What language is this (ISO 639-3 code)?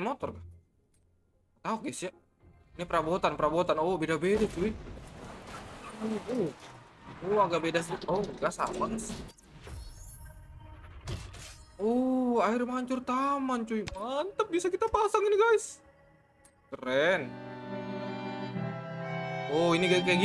ind